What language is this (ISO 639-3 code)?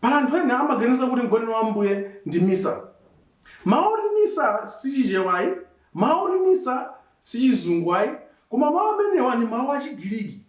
nya